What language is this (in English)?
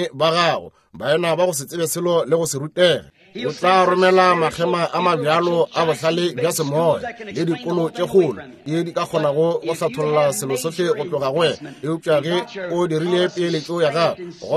Northern Sotho